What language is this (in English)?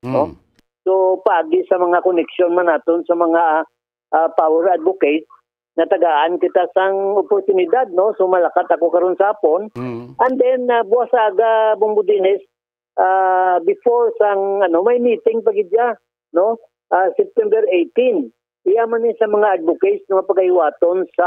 Hiligaynon